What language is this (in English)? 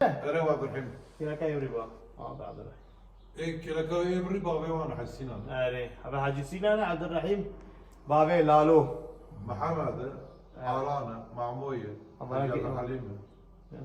Kurdish